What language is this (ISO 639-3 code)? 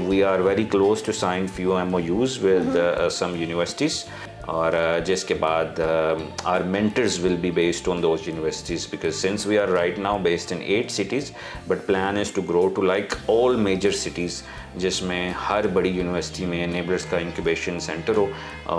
urd